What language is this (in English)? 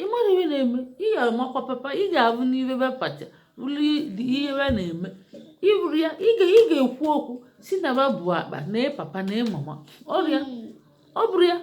Igbo